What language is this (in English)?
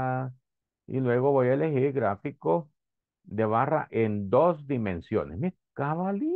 Spanish